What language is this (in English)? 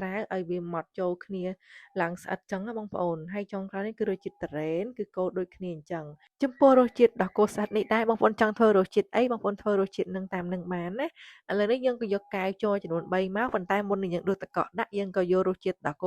Khmer